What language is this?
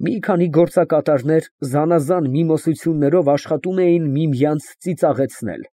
Armenian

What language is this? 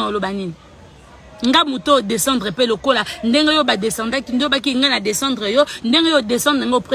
Lingala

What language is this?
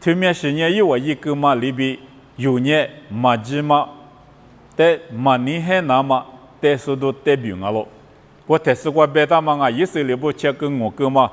Lisu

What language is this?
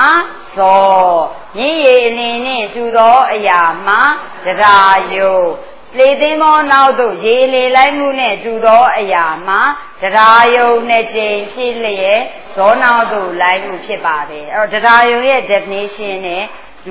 Burmese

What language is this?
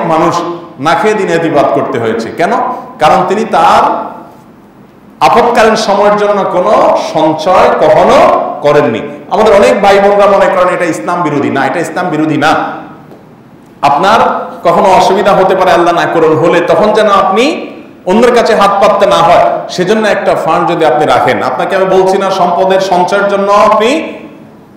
Bangla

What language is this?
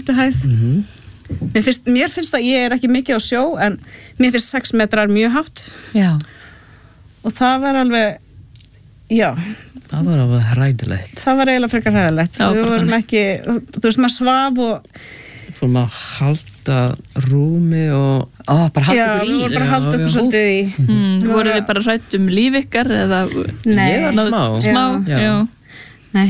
Icelandic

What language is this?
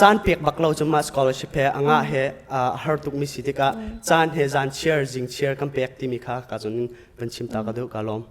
Hakha Chin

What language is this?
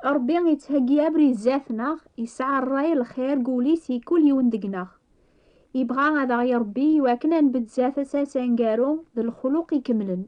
Kabyle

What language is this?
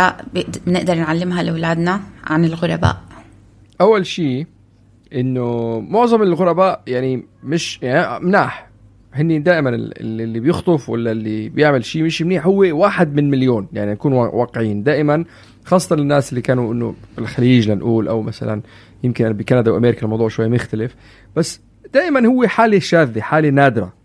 North Levantine Arabic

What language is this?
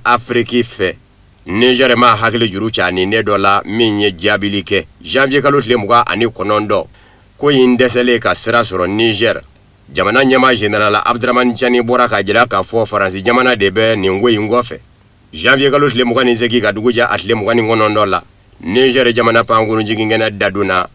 Bambara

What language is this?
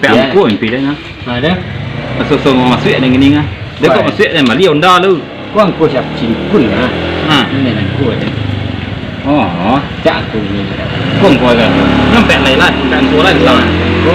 Minangkabau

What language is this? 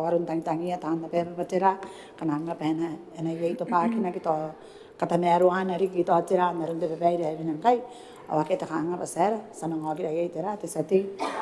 Gilbertese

